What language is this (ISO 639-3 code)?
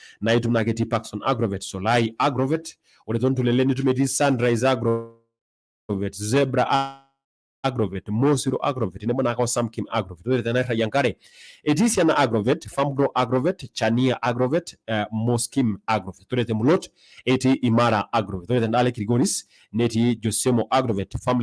mas